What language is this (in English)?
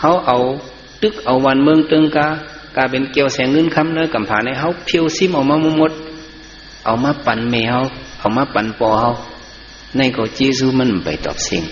Shan